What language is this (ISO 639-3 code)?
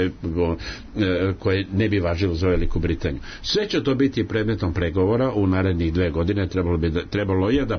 srp